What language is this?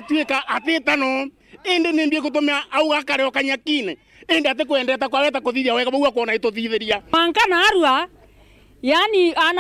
Meru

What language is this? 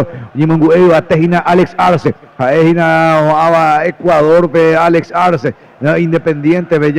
Guarani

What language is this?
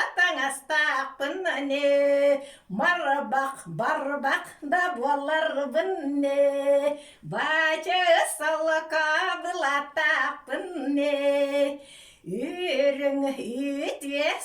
Yakut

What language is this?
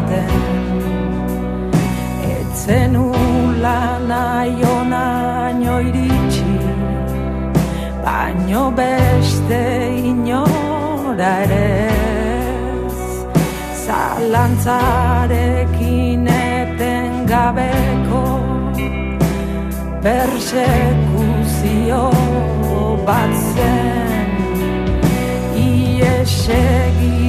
Basque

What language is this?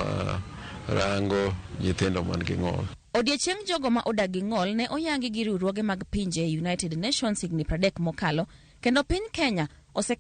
Luo (Kenya and Tanzania)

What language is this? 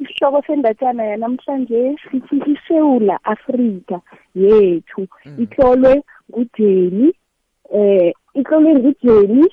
South Ndebele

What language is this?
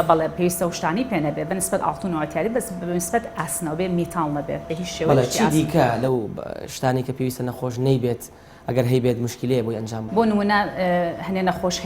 Central Kurdish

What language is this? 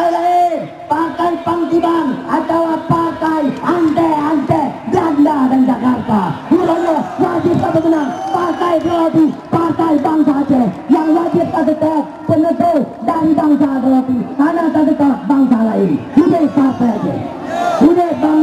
Achinese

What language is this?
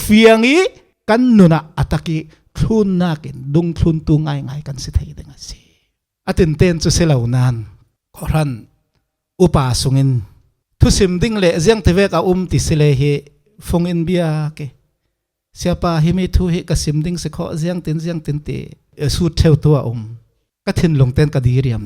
Falam Chin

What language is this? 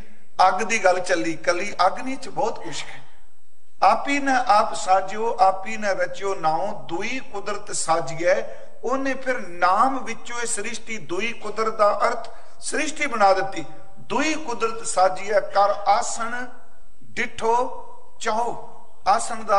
Punjabi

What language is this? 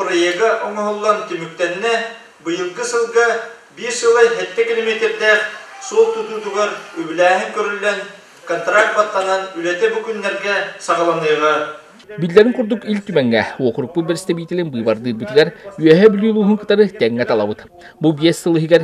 Yakut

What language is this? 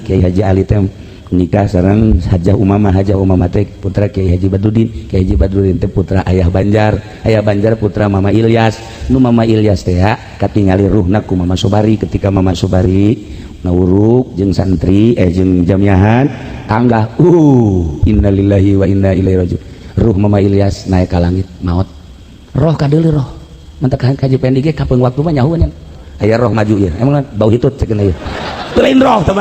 Sundanese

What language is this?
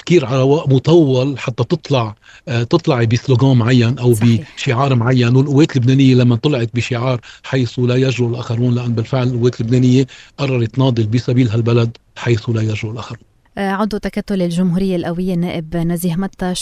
North Levantine Arabic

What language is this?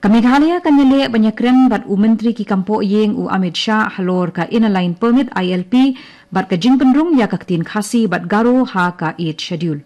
Khasi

